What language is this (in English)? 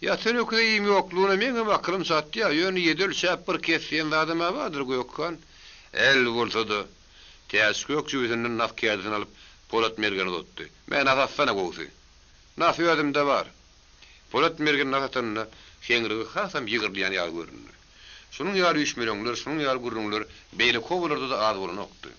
Turkmen